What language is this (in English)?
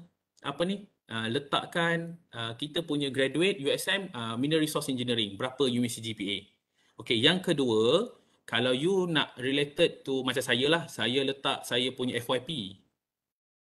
Malay